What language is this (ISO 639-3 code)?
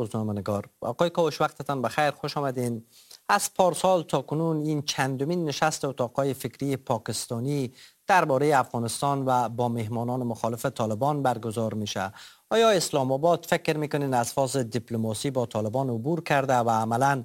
fas